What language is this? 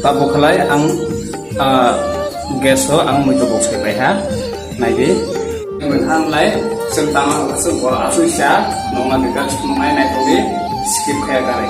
Kok Borok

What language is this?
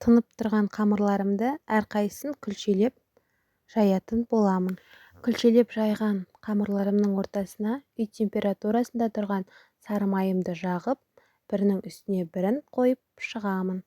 Kazakh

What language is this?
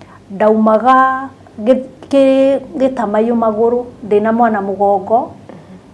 Kikuyu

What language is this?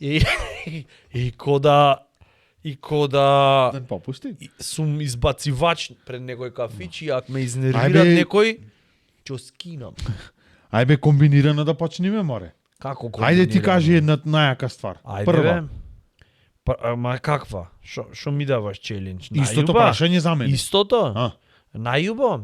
Macedonian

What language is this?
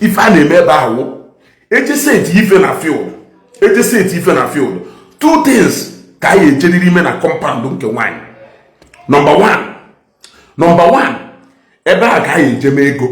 Igbo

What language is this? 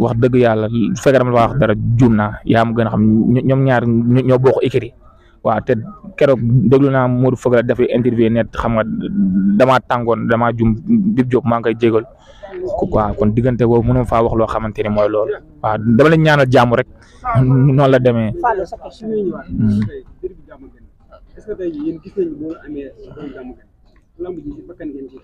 Wolof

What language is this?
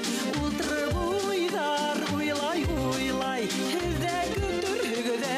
Bashkir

